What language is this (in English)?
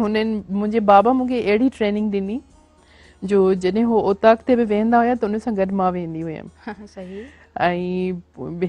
Sindhi